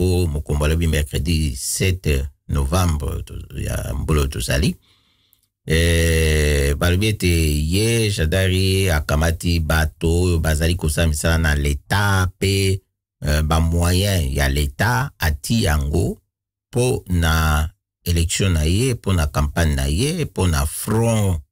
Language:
Lingala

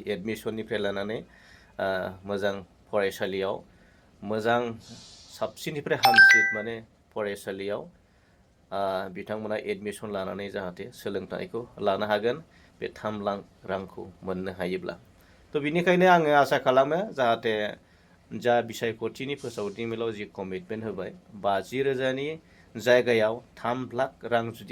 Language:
Bodo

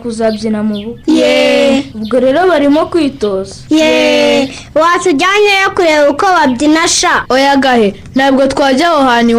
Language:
Kinyarwanda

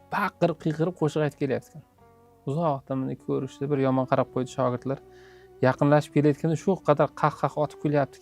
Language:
Uzbek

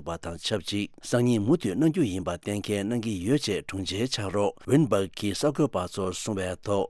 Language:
Tibetan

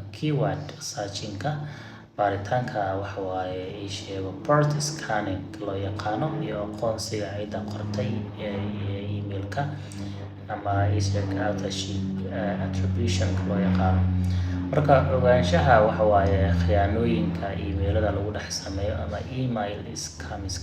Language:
Somali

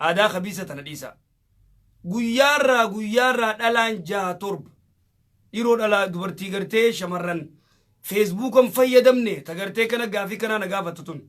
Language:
Oromo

